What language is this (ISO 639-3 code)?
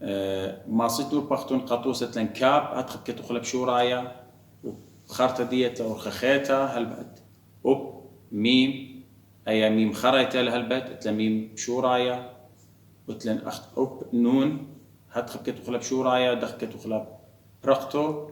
aii